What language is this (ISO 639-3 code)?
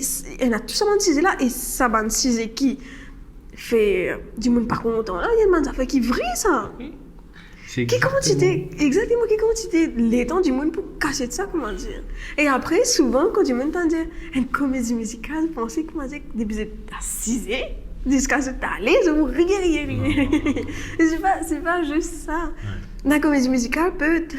mfe